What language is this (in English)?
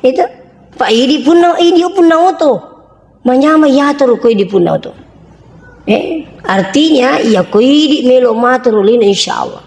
Buginese